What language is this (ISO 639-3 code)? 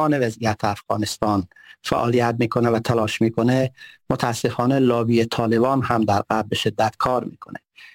fas